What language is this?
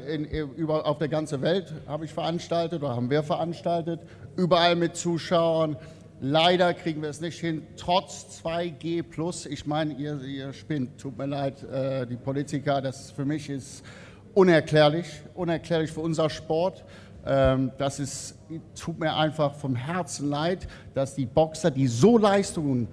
German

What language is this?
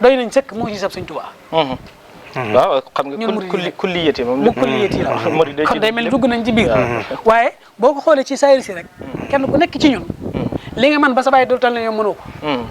Wolof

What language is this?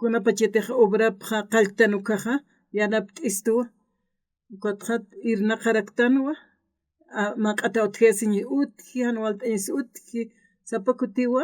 Aymara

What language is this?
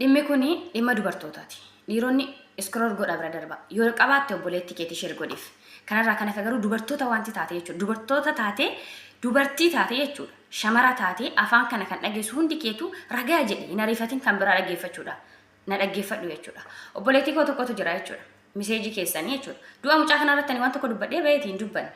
Oromo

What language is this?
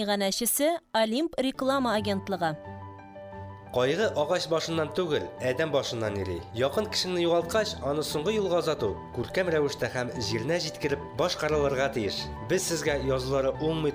Tatar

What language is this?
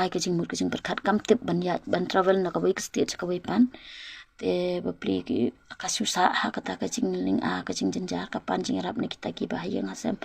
Khasi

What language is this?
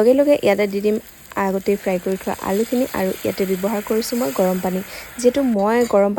Assamese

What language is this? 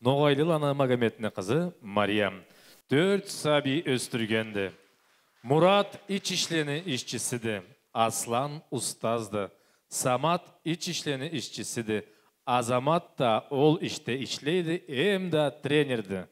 Karachay-Balkar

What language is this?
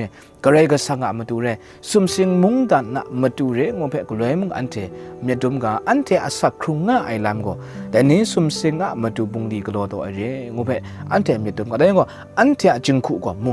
Kachin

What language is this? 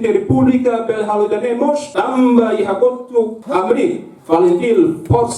Tetum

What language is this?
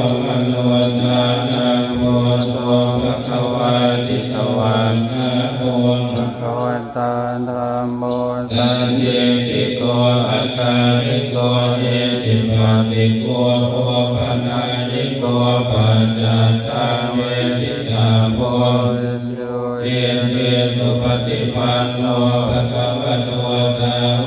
Pali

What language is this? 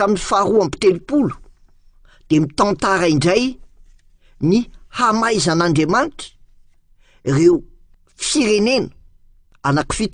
Malagasy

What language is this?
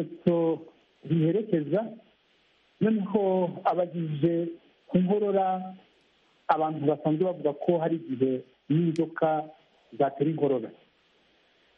Kinyarwanda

